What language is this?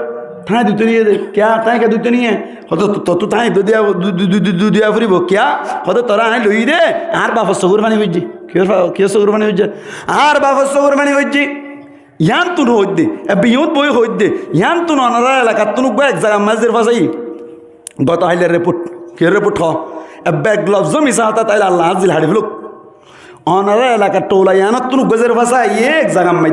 Rohingya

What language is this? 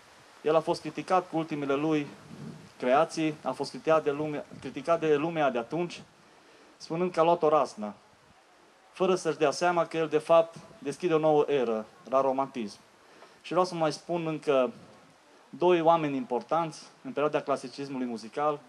Romanian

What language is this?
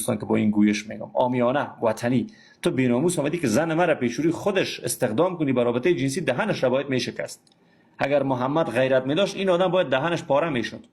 Persian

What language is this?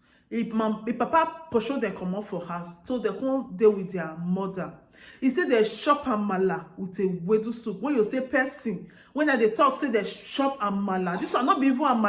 Nigerian Pidgin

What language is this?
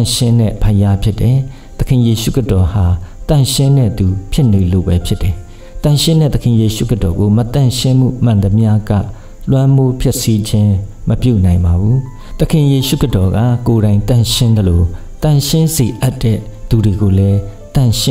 Burmese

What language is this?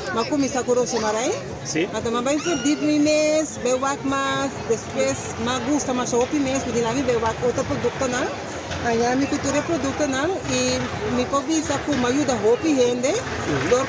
Papiamento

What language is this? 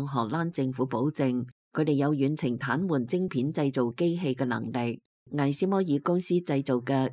Cantonese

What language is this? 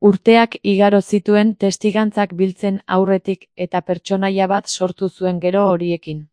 Basque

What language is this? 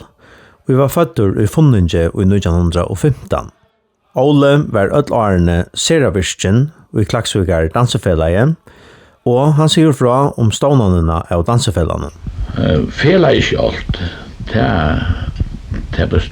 Faroese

